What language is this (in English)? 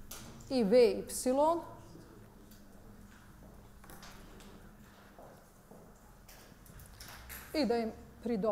Bosnian